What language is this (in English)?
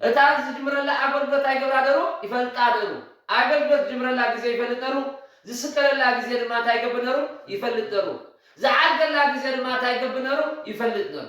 Tigrinya